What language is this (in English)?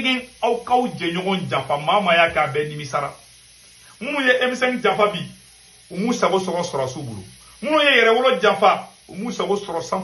Bambara